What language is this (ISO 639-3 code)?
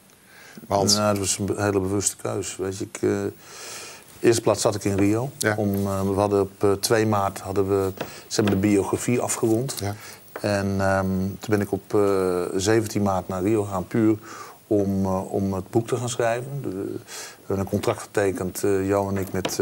nld